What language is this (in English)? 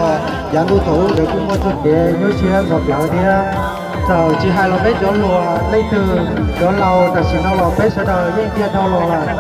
Hmong